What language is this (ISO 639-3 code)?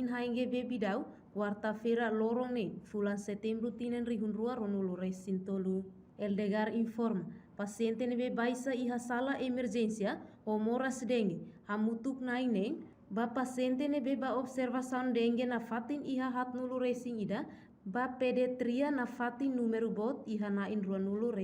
tet